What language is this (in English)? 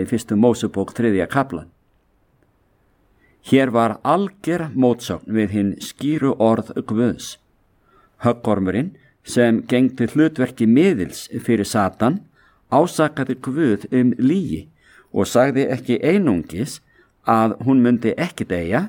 Icelandic